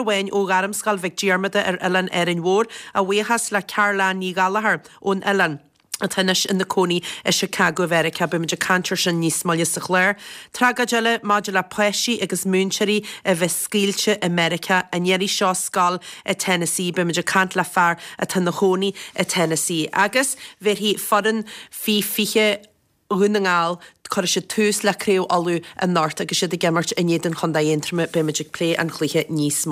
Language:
Irish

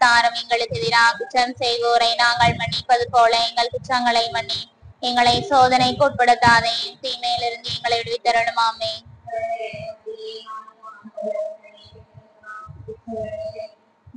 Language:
Tamil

